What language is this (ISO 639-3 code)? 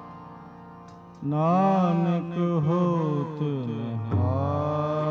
pan